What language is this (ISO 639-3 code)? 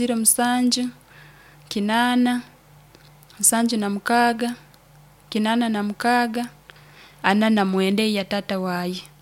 nyo